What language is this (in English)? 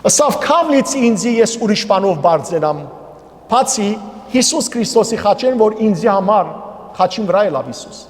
Western Armenian